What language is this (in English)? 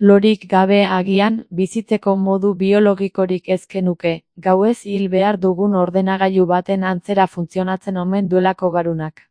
Basque